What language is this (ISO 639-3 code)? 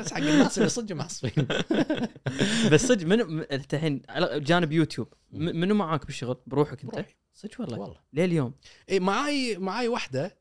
afb